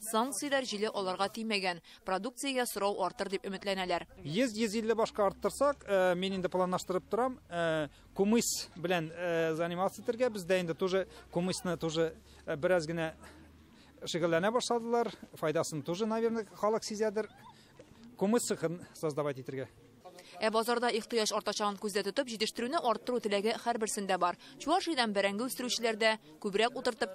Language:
Tatar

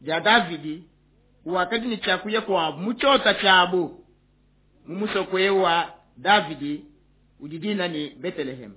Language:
Luba-Lulua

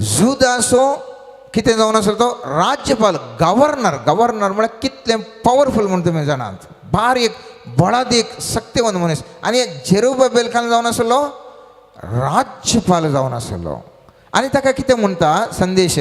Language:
Konkani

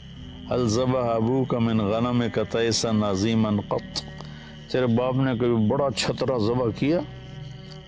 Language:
Urdu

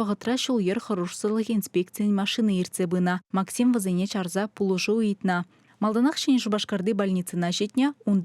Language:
Chuvash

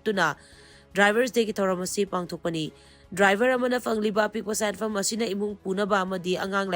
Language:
Manipuri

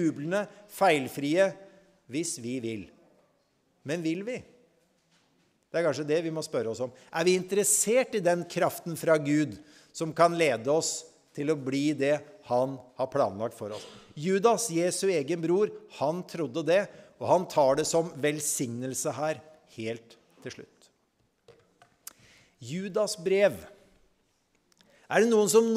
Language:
Norwegian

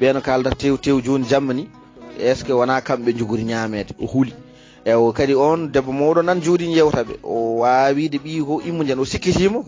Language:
Fula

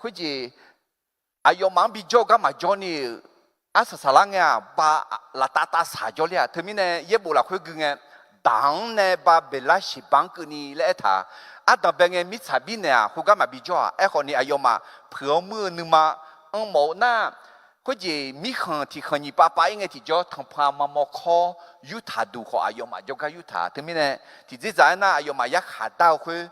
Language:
Akha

